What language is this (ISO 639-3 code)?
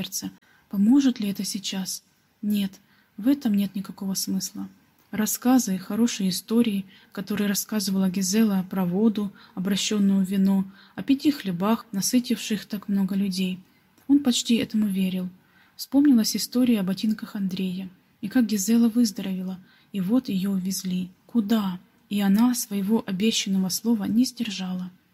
rus